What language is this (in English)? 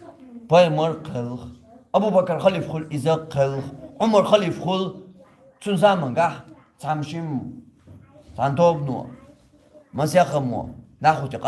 Chechen